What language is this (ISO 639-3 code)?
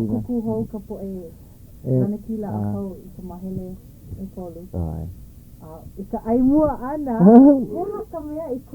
haw